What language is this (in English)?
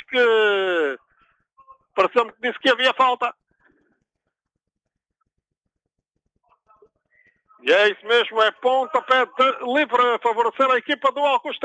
Portuguese